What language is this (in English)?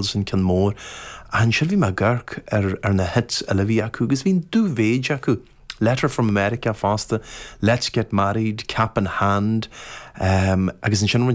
Irish